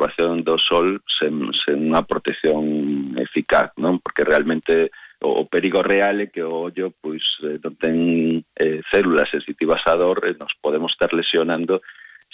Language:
Galician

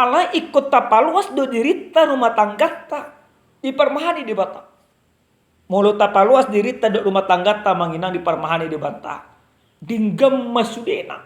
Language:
Batak Toba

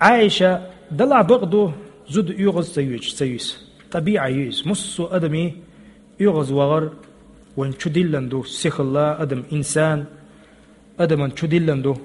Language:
Chechen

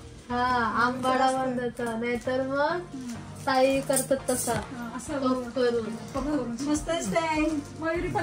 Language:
Marathi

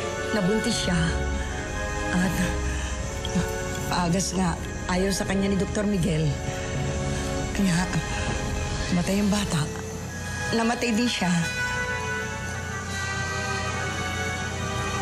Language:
Filipino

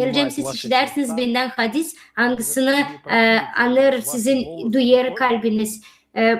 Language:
Gagauz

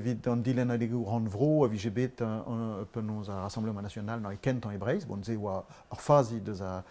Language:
Breton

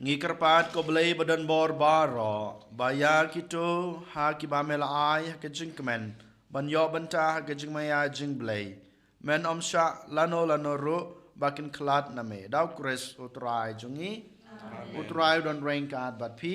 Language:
Khasi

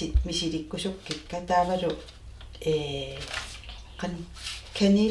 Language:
Kalaallisut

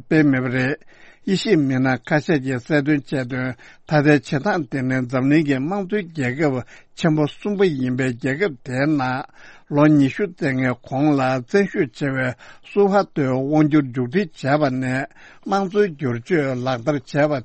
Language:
Tibetan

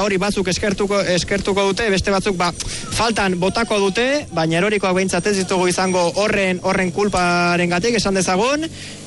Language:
Basque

